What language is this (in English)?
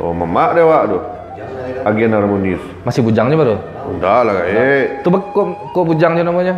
Minangkabau